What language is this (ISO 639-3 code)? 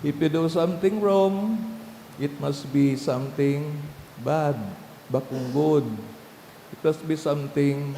bik